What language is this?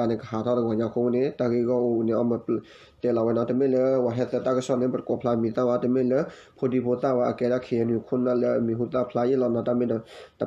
S'gaw Karen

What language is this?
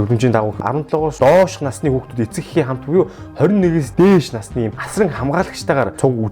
Mongolian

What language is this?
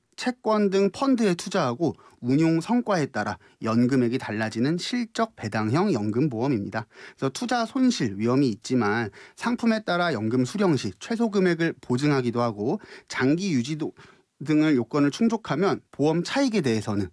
Korean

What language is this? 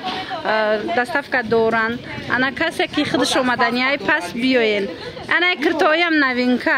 Tajik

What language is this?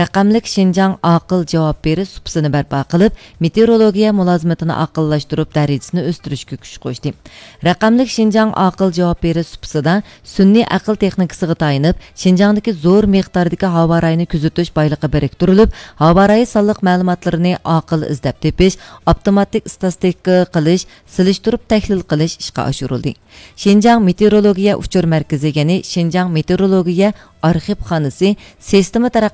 Uyghur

